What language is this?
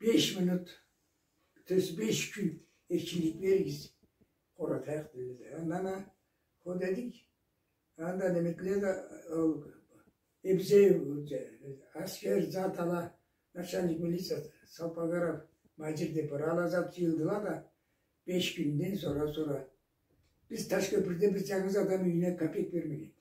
Karachay-Balkar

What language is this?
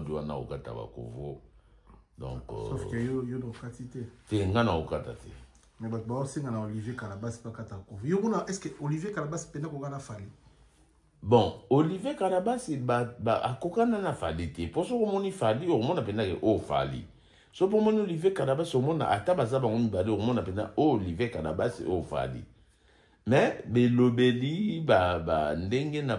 Lingala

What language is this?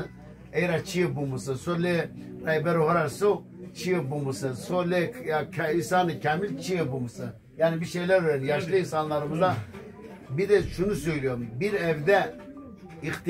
Zaza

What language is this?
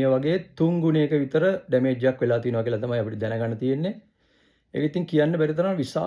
Sinhala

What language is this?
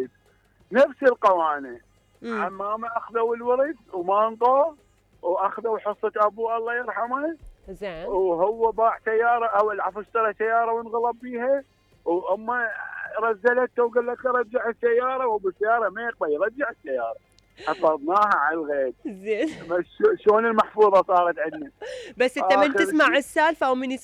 Mesopotamian Arabic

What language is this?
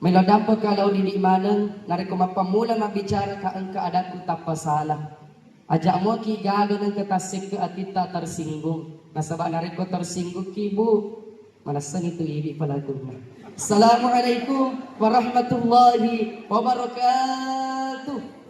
Buginese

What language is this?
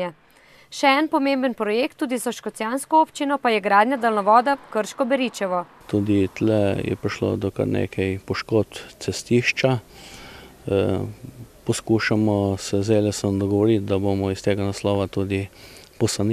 Slovenian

